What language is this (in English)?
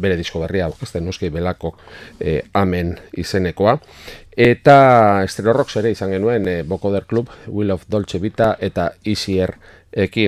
Basque